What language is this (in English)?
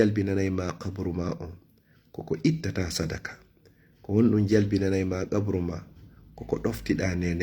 Fula